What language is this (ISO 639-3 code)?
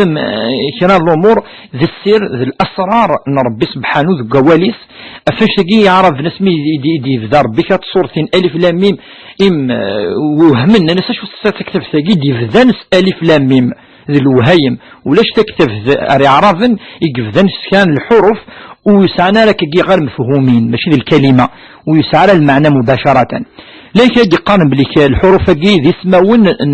kab